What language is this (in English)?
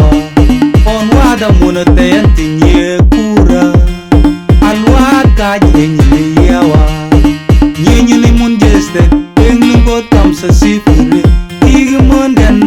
Mabaan